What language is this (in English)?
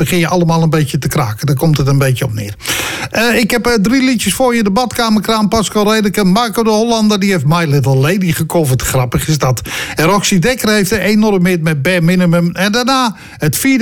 Dutch